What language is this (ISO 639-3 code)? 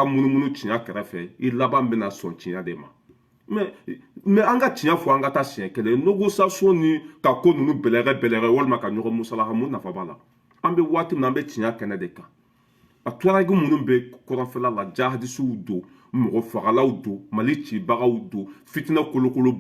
bam